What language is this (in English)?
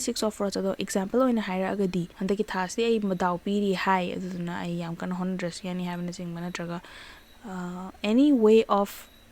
Manipuri